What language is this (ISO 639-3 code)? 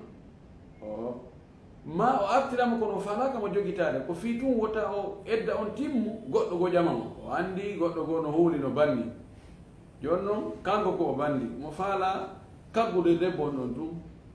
ful